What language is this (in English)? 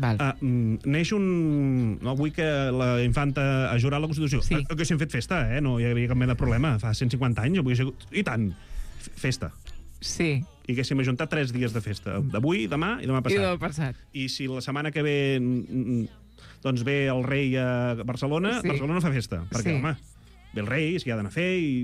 Catalan